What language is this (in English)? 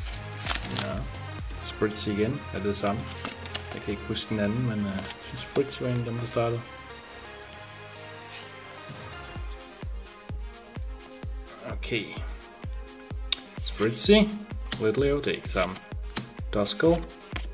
Danish